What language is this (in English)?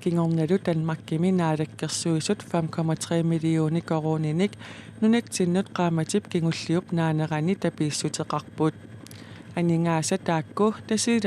Kalaallisut